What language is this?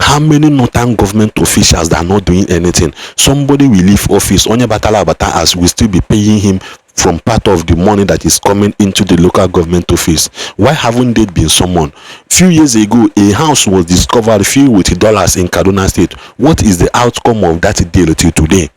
Igbo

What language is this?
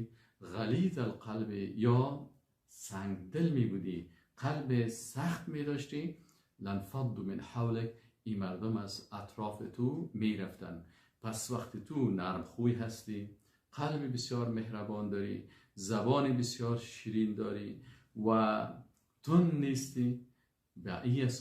Persian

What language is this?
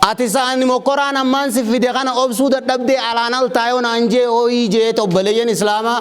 Oromo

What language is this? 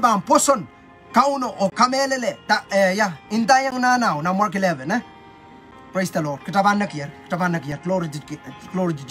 Pohnpeian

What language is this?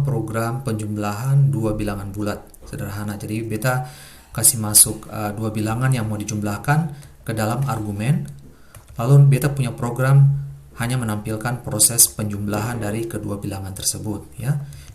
Ambonese Malay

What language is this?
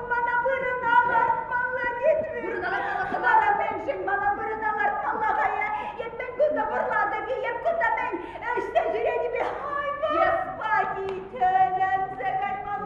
Chuvash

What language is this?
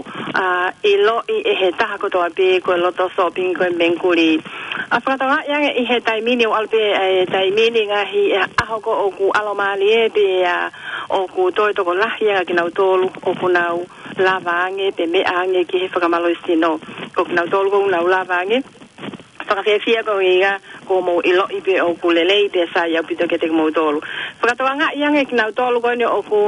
Tongan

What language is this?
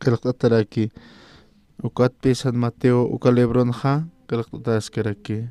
Aymara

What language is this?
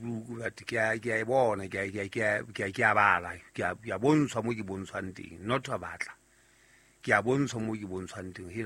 Southern Sotho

